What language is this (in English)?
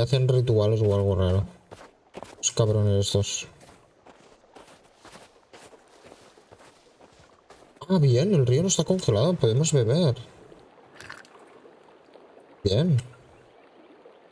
Spanish